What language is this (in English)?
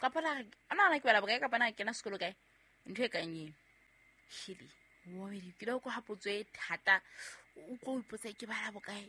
Southern Sotho